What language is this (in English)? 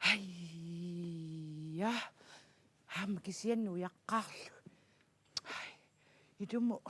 Kalaallisut